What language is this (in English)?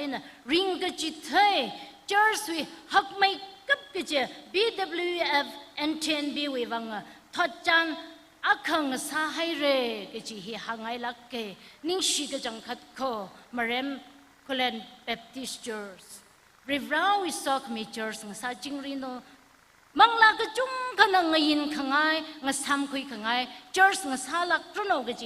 Tangkhul Naga (India)